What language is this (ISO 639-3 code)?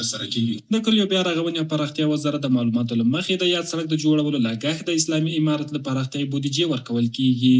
pus